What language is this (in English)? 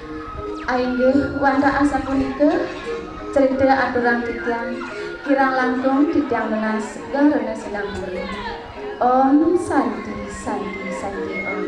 Balinese